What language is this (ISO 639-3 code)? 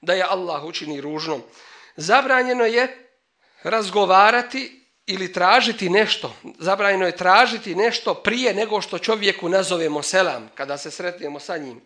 bos